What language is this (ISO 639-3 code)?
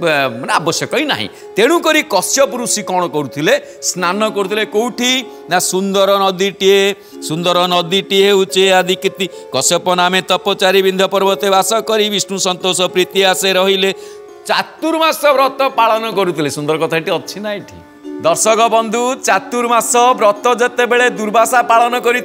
ori